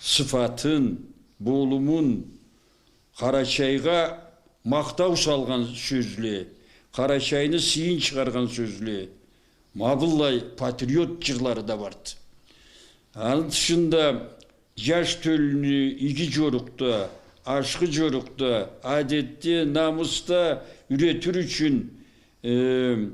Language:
Karachay-Balkar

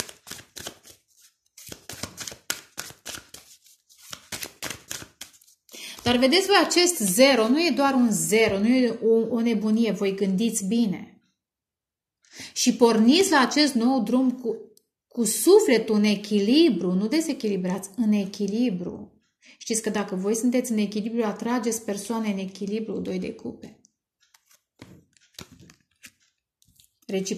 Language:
Romanian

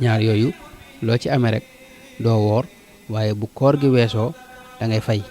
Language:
Wolof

